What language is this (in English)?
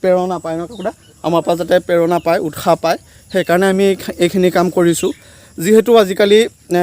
Assamese